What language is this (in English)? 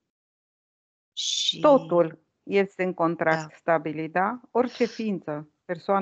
Romanian